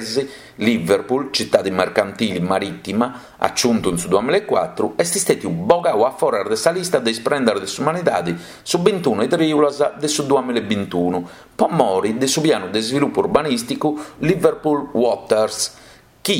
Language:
Sardinian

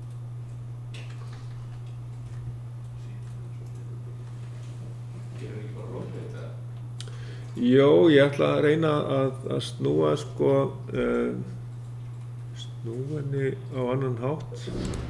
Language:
Icelandic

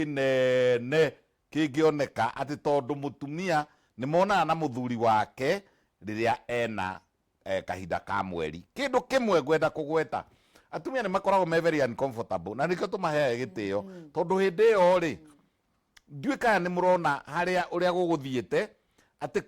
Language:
Kikuyu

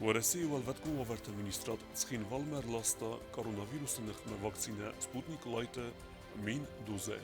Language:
Ossetic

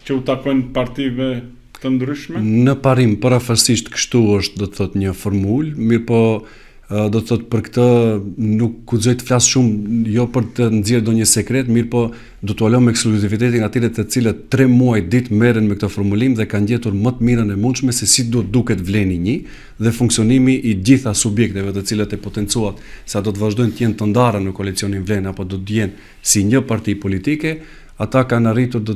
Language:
Albanian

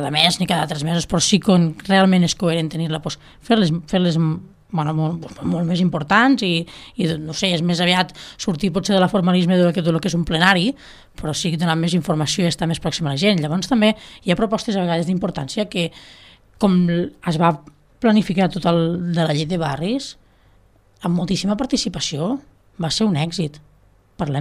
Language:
Catalan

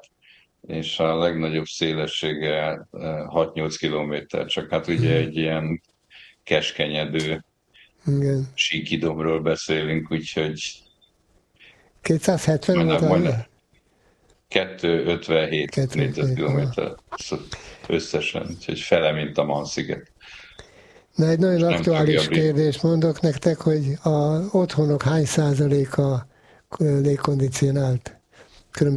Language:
Hungarian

